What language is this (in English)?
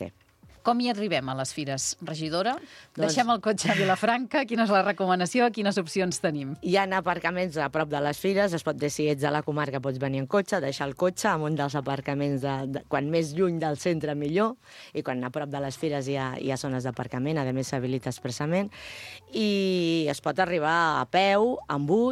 Catalan